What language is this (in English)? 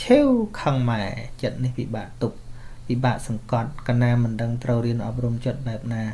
Khmer